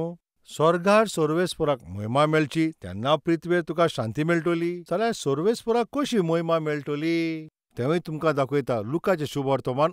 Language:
Konkani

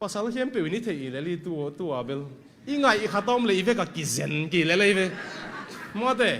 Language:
Tedim Chin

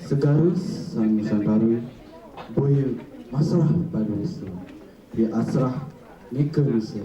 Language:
Balinese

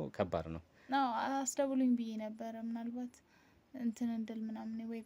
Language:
Amharic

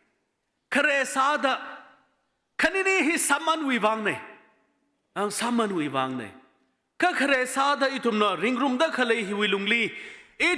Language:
Tangkhul Naga (India)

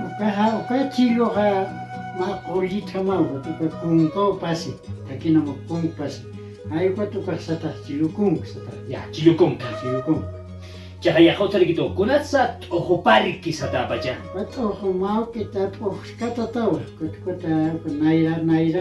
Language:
Aymara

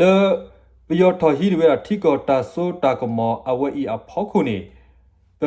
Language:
S'gaw Karen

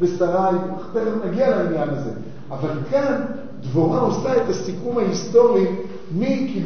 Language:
Hebrew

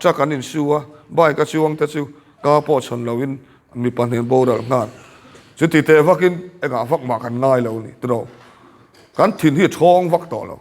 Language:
Mizo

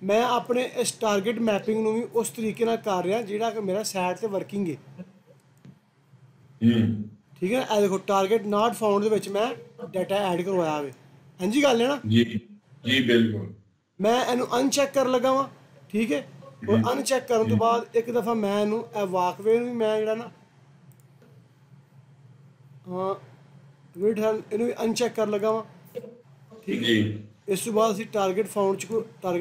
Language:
Punjabi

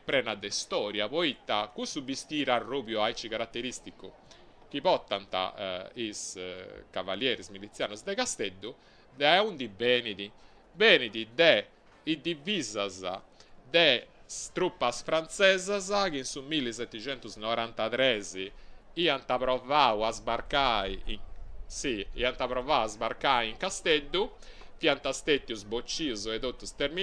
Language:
Sardinian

